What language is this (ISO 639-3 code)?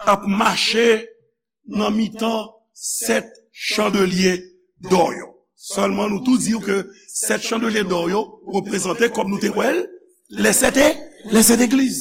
hat